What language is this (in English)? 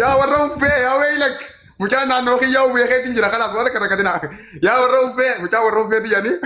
Oromo